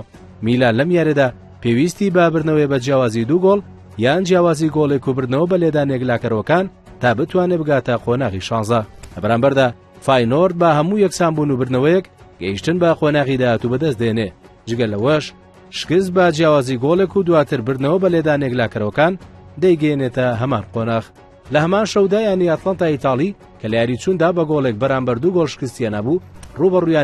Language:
Central Kurdish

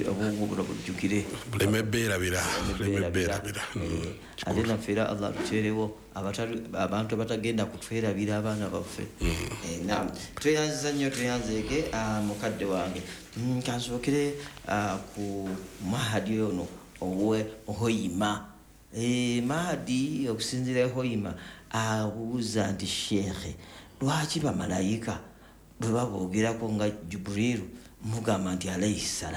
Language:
Ganda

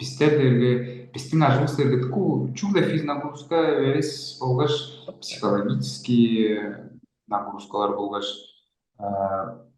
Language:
Tuvinian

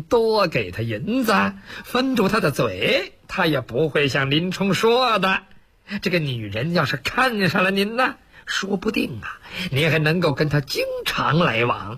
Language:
Chinese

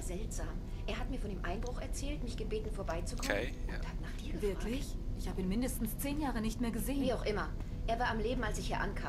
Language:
German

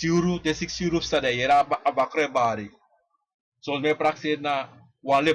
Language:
Sranan Tongo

